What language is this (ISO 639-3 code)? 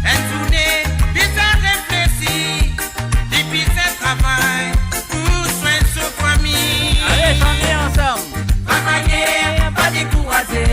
mfe